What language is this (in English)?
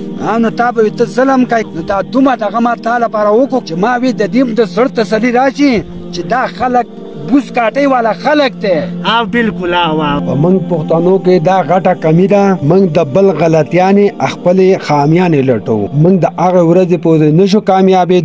Pashto